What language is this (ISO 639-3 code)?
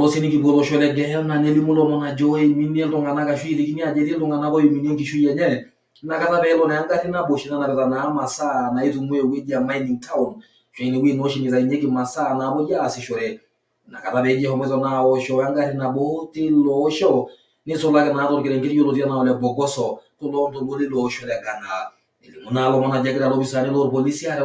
mas